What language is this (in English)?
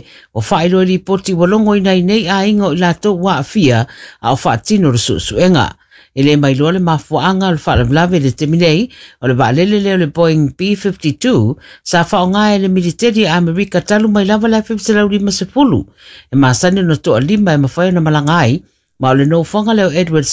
Samoan